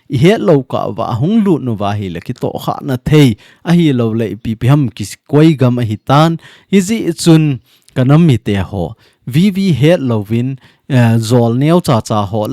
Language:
Thado Chin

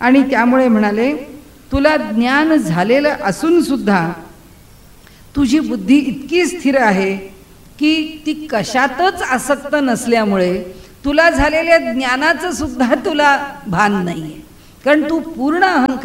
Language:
Marathi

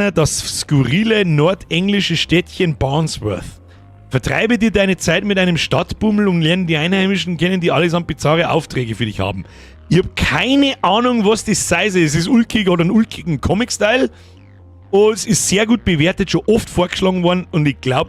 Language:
Bavarian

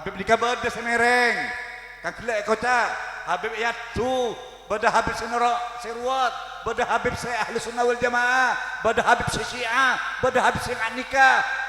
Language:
Madurese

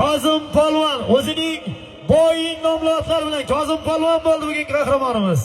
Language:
Uzbek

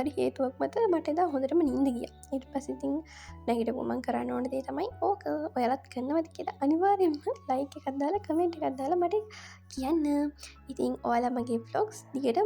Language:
Sinhala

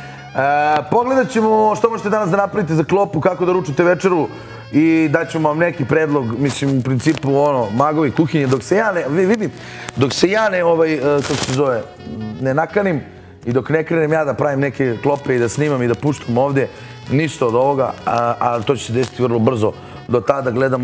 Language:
Bosnian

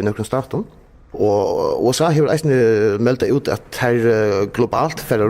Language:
Faroese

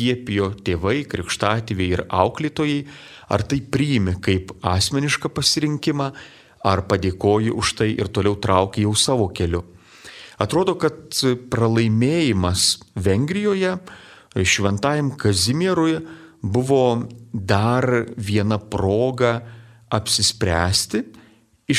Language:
Lithuanian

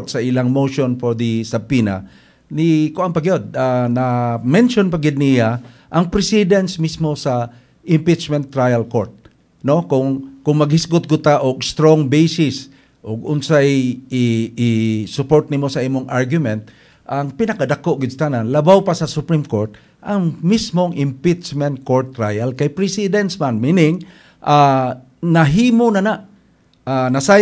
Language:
Cebuano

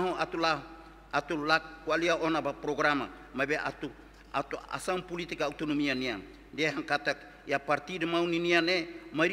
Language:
Tetum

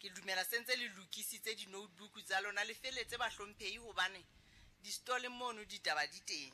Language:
Southern Sotho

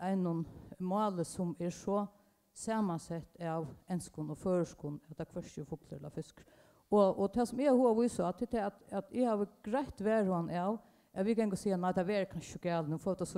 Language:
Faroese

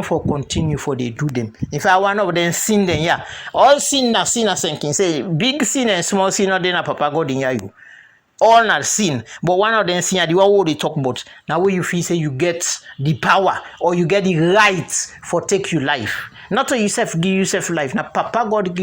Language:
Krio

